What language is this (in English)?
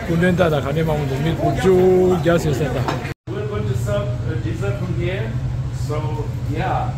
Tibetan